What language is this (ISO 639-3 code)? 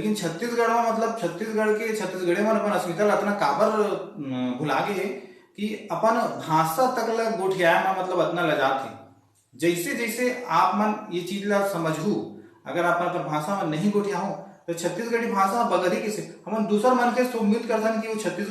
hne